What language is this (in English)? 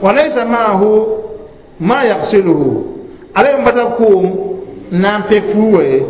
Mossi